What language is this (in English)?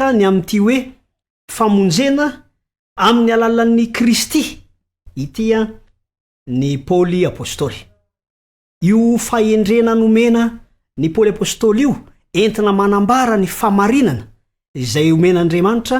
Malagasy